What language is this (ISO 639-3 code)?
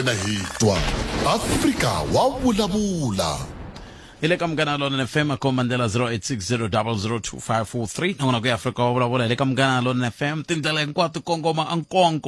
tso